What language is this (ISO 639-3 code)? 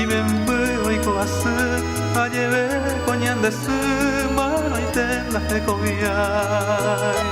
grn